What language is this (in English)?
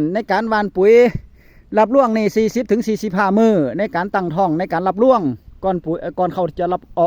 Northeastern Thai